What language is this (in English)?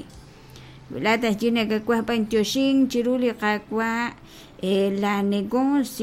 Kekchí